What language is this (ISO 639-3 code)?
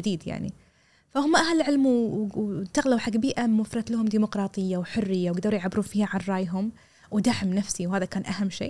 afb